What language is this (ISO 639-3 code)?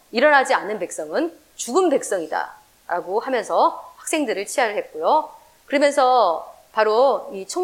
kor